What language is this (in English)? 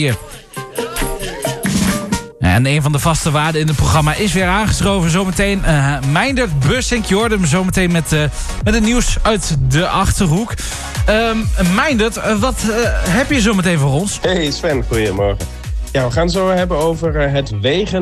Dutch